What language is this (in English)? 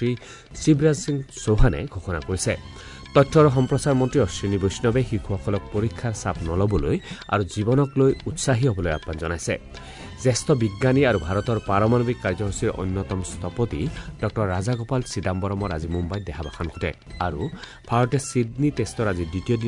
Assamese